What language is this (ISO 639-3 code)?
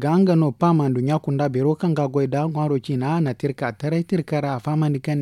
dje